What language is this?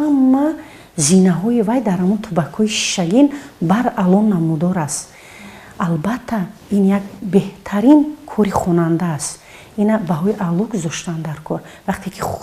Tajik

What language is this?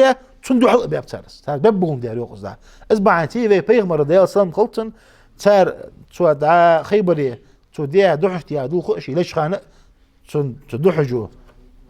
Ingush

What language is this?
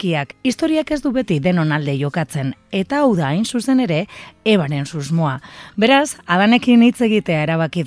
Basque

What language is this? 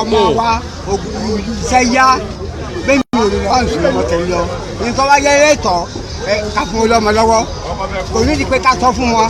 Yoruba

